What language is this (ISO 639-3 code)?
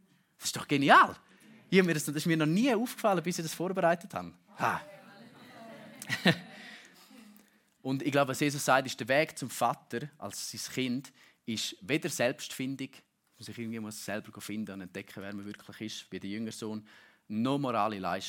deu